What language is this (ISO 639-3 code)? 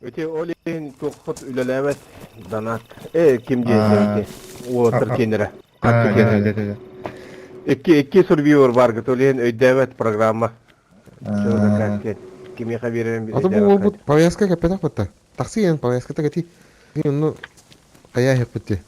sah